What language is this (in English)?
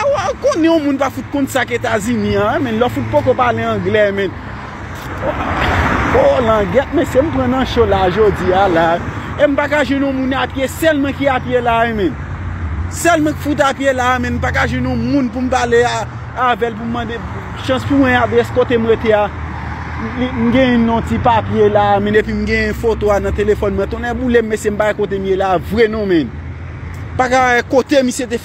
Haitian Creole